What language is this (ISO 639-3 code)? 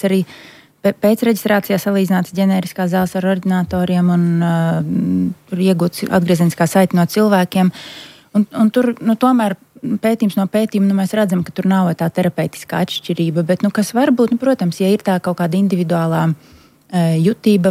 lav